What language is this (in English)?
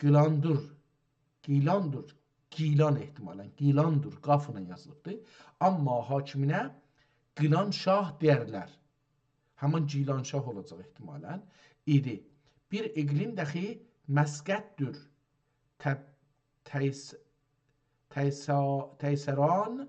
South Azerbaijani